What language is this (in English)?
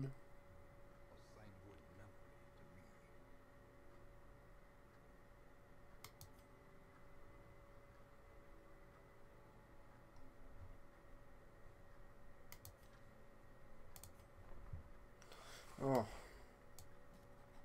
English